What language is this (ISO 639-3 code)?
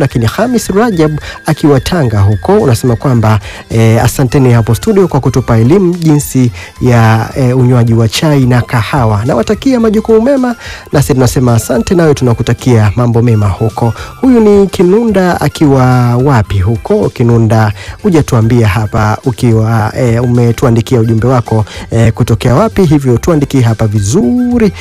swa